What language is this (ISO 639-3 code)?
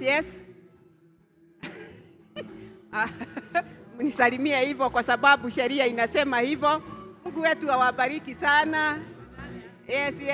swa